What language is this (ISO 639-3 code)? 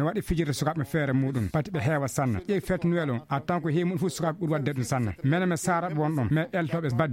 ful